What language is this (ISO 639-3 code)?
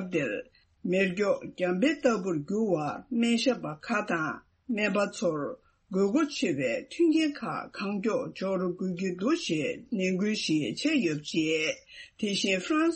bod